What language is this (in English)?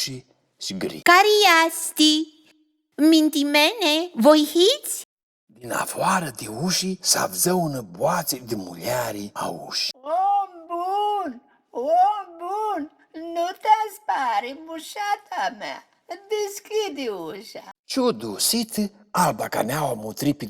Aromanian